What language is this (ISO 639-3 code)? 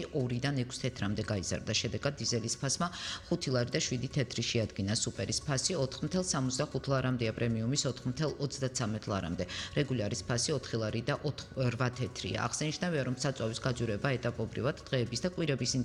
kat